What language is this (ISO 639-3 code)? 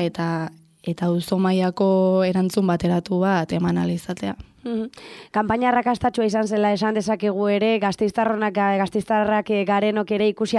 eus